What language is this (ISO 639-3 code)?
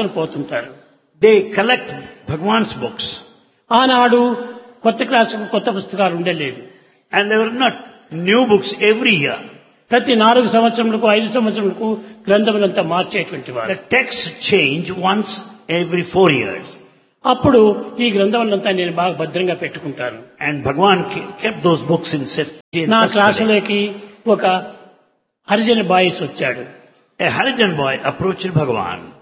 tel